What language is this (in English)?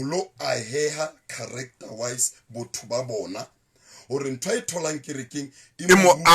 Southern Sotho